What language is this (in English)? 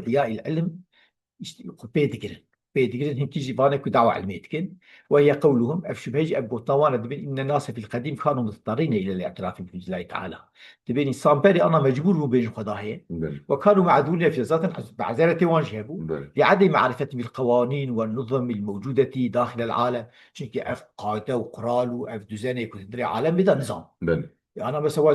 Kurdish